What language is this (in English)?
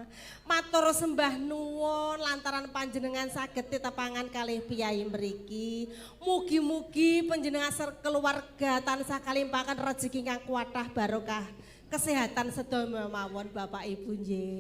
Javanese